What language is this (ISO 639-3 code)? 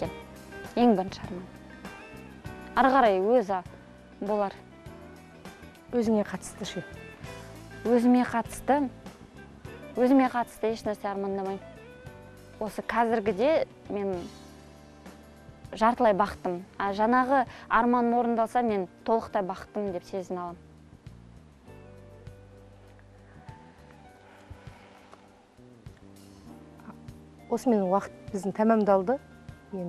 kaz